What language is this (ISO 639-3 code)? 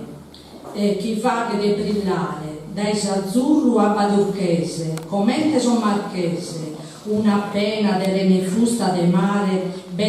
srd